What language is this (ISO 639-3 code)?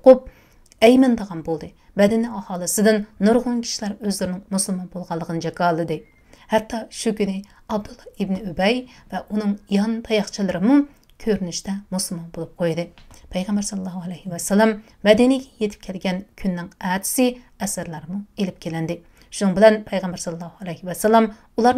uig